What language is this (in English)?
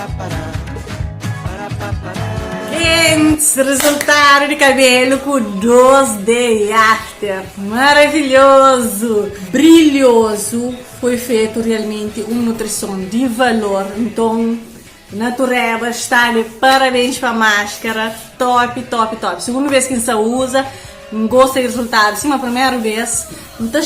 Kabuverdianu